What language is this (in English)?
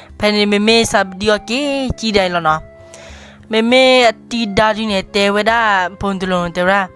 S'gaw Karen